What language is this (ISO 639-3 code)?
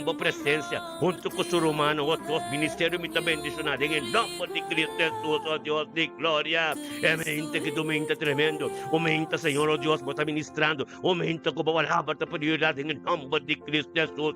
pap